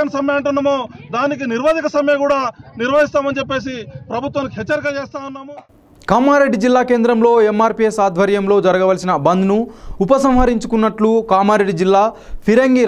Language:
Telugu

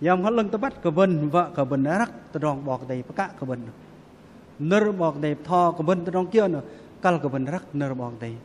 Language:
Bahnar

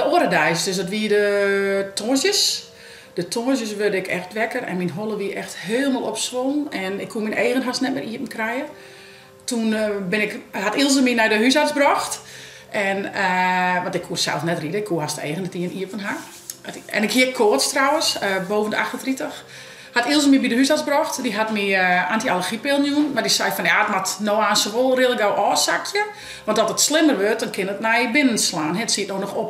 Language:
Western Frisian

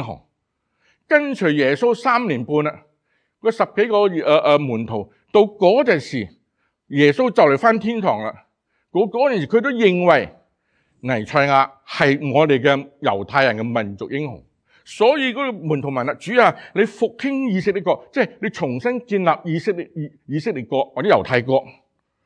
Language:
Cantonese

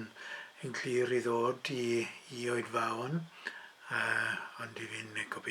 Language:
Welsh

